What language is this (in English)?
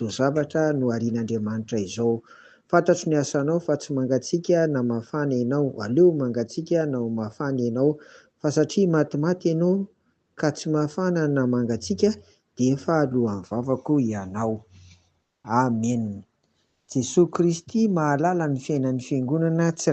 Malagasy